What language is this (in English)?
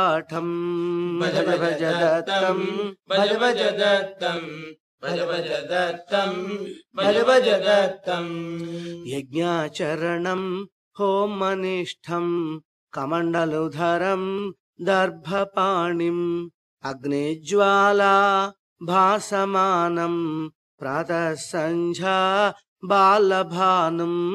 Sanskrit